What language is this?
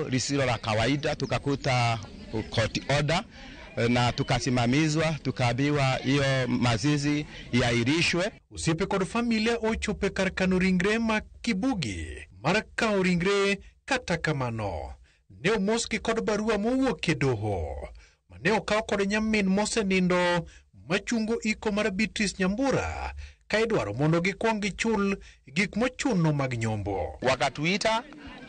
Luo (Kenya and Tanzania)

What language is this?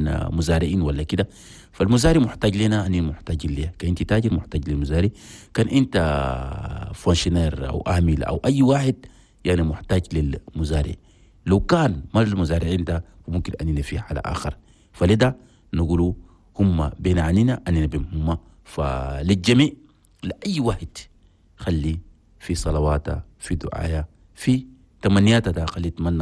Chadian Arabic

